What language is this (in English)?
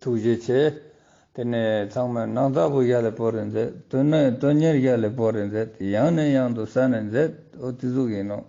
Ladakhi